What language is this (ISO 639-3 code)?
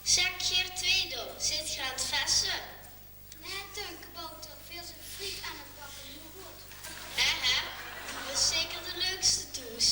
lim